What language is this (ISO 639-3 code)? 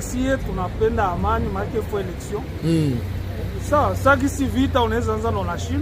lin